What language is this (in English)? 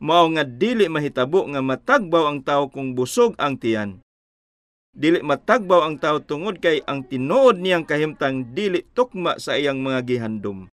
Cebuano